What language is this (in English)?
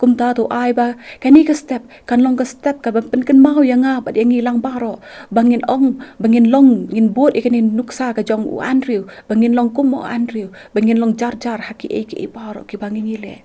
Khasi